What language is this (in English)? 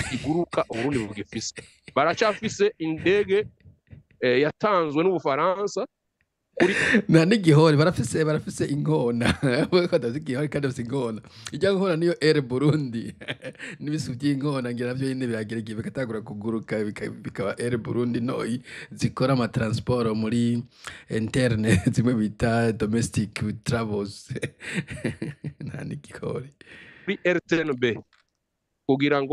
Rundi